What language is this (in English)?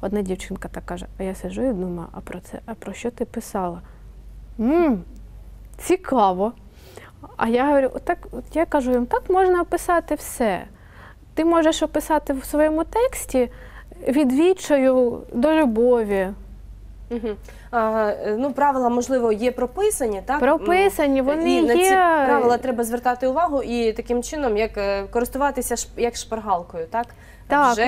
Ukrainian